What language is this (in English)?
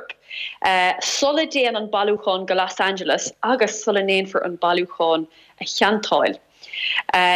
Irish